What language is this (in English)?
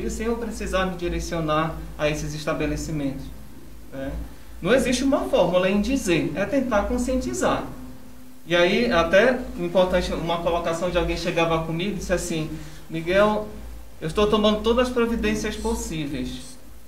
Portuguese